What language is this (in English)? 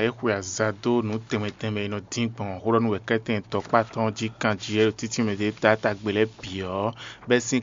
Fon